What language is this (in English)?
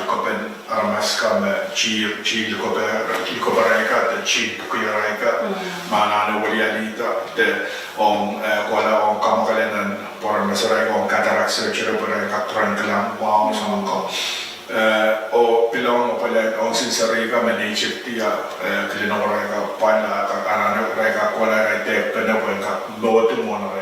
Pohnpeian